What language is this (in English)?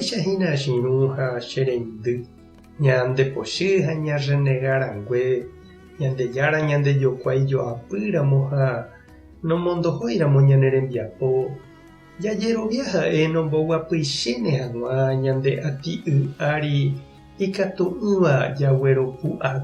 Guarani